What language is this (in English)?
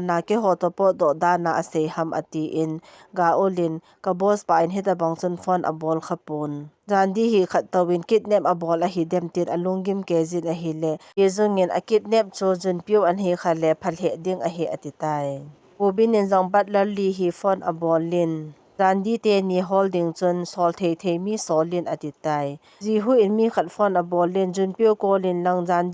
Thado Chin